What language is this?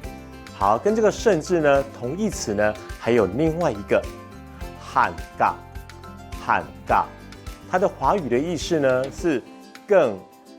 Hakka Chinese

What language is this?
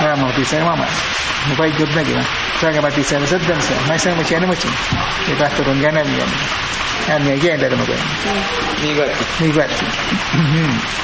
Awa-Cuaiquer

